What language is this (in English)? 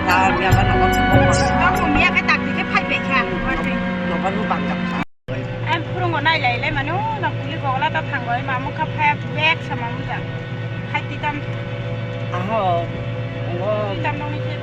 Kok Borok